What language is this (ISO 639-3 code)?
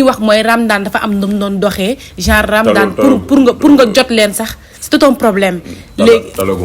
wol